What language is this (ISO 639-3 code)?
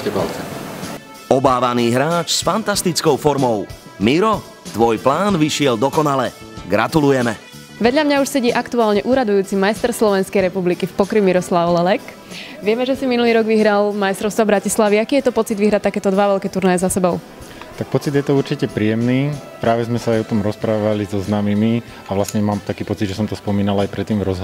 slk